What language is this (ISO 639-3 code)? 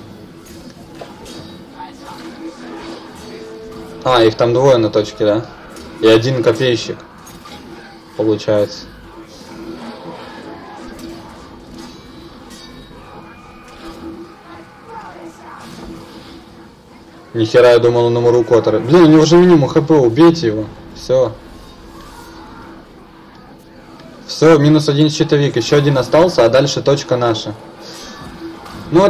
rus